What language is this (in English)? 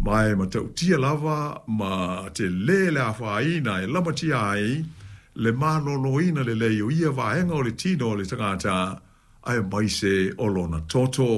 Samoan